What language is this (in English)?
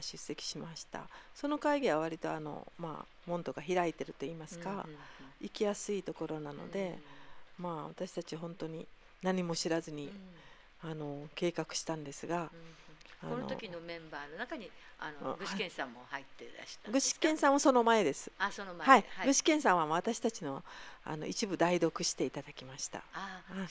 Japanese